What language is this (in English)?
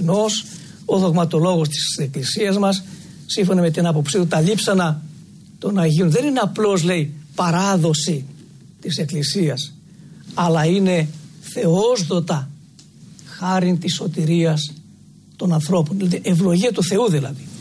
Greek